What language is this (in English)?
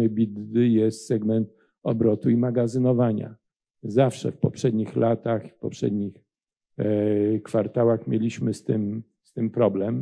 Polish